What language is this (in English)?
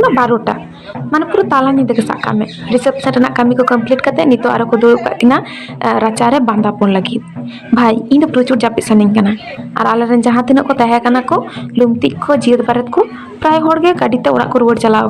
Santali